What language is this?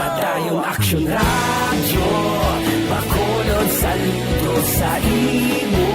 Hiligaynon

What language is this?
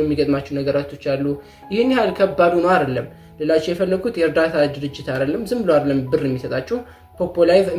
Amharic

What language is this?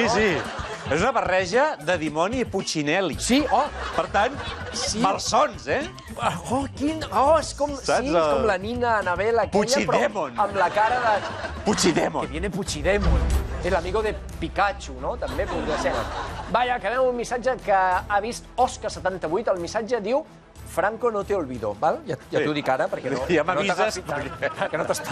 Catalan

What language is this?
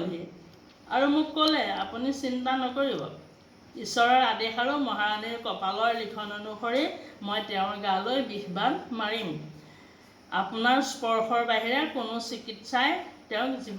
Assamese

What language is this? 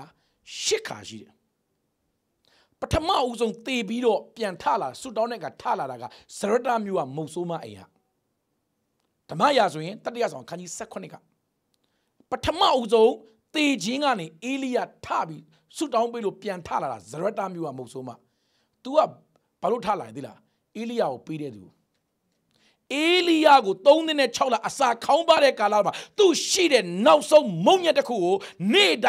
Burmese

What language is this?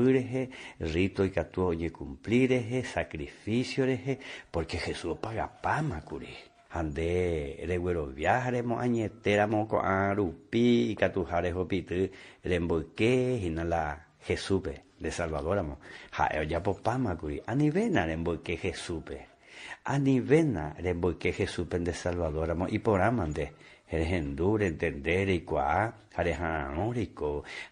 Guarani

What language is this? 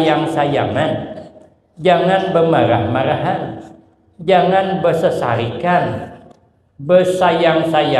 Banjar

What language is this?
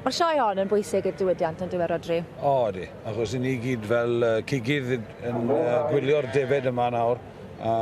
Welsh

